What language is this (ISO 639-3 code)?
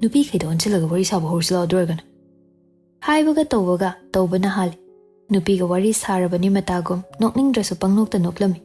mni